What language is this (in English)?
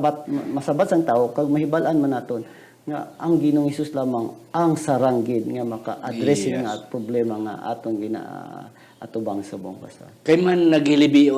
Hiligaynon